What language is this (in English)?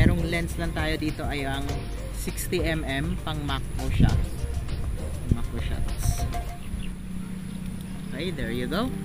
Filipino